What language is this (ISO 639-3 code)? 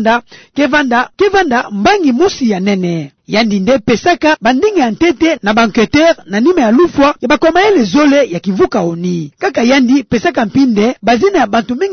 ktu